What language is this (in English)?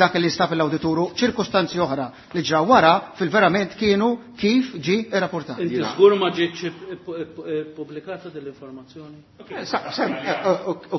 Maltese